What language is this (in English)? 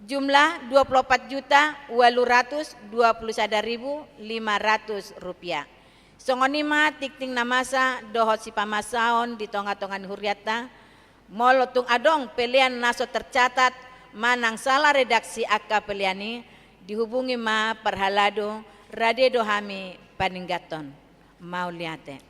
Batak Toba